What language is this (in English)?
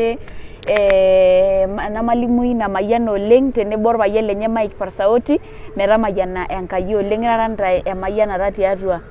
Masai